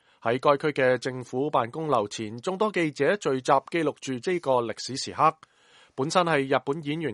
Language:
Cantonese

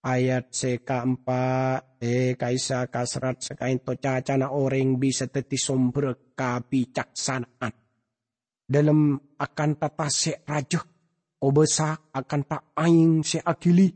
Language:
Madurese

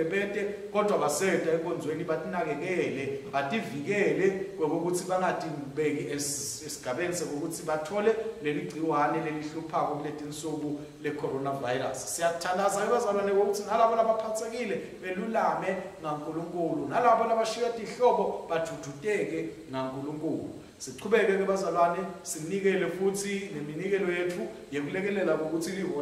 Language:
Swati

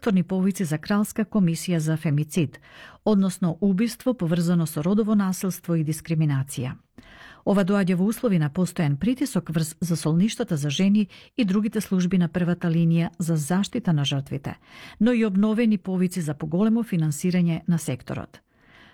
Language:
Macedonian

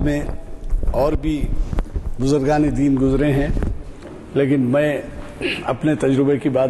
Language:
Urdu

